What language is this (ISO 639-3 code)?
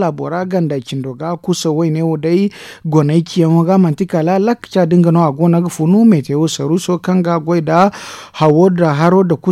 dje